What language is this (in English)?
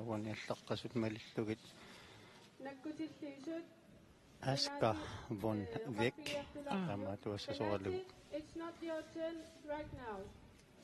Kalaallisut